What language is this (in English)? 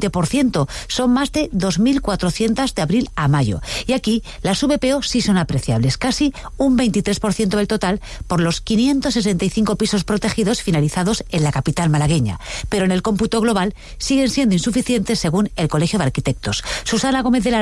Spanish